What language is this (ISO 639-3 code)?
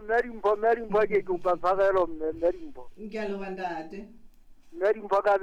sot